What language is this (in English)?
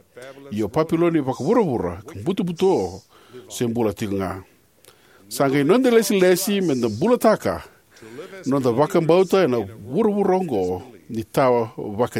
Fijian